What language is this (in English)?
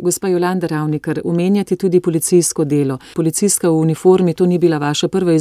Slovenian